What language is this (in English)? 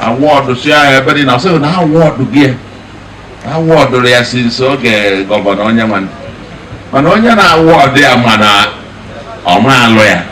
Igbo